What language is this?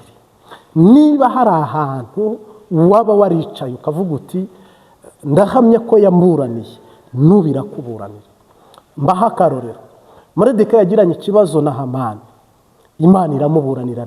Kinyarwanda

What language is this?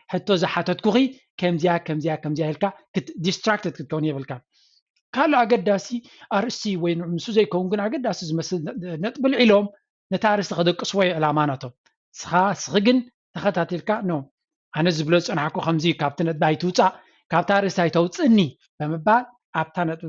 Tigrinya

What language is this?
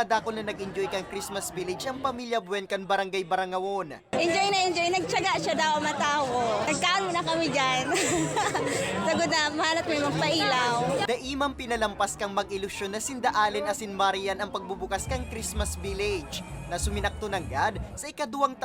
Bikol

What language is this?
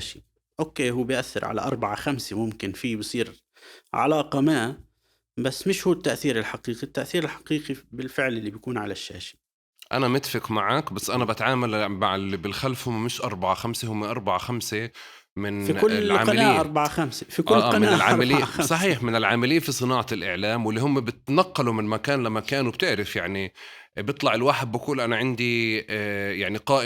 North Levantine Arabic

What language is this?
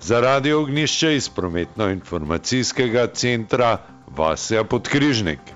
Slovenian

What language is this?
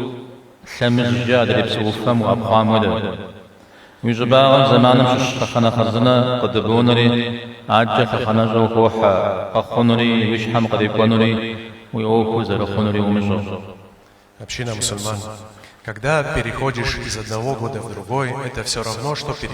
Kabardian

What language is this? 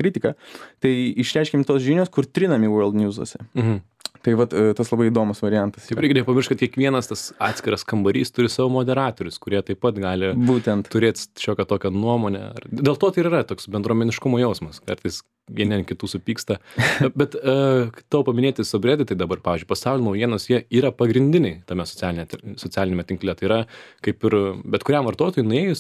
Lithuanian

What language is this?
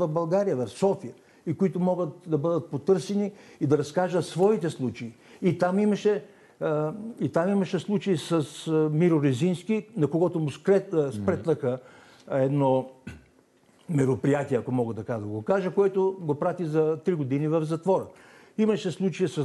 Bulgarian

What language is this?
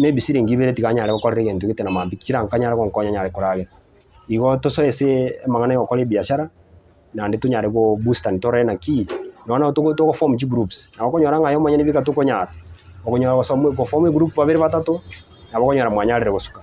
Gusii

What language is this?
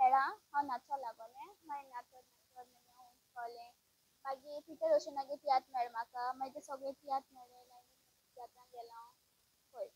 Konkani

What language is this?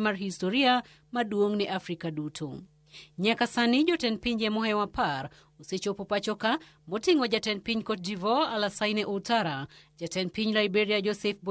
Luo (Kenya and Tanzania)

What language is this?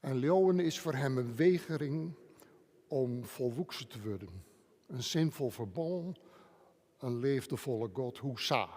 Western Frisian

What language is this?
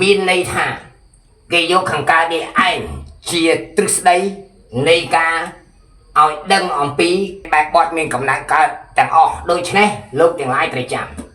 Khmer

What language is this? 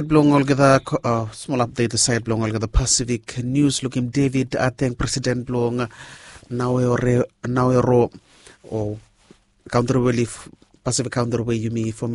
Bislama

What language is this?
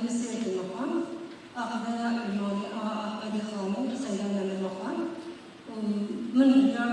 Kurdish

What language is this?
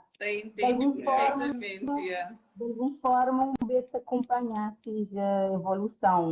Kabuverdianu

